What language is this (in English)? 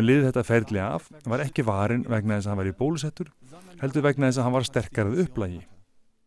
Icelandic